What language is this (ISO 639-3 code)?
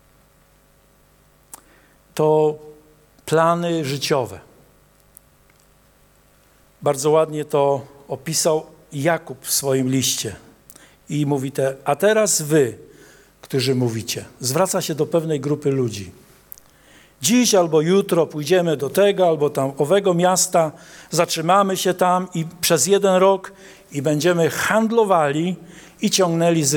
pol